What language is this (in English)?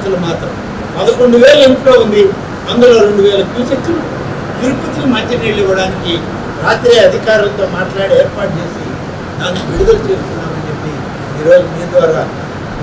Telugu